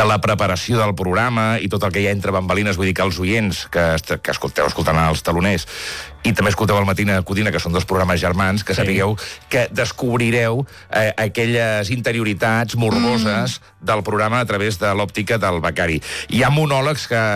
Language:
Catalan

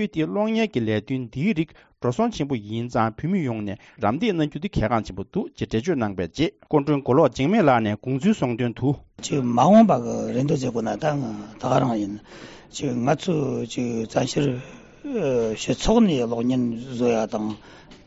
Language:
Tibetan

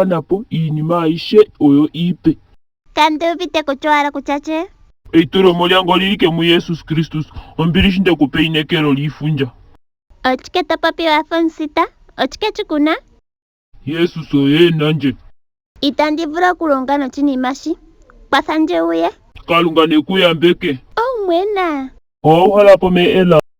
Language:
Ndonga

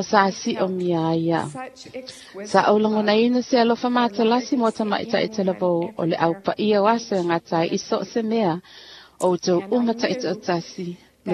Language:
Samoan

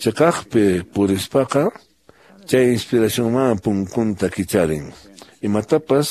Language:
Quechua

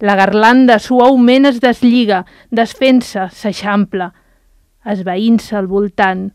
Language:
Catalan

